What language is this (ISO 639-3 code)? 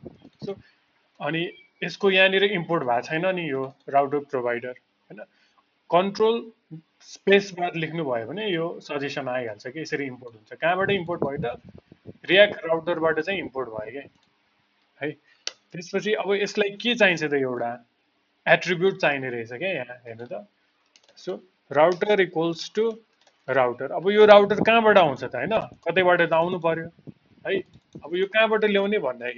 nep